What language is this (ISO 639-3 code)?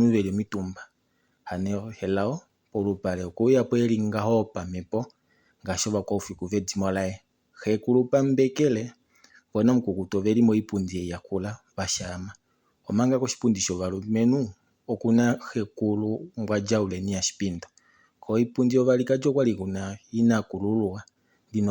kua